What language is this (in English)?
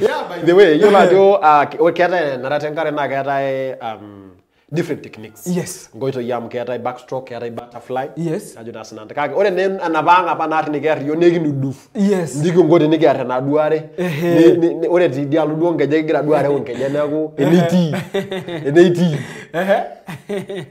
Masai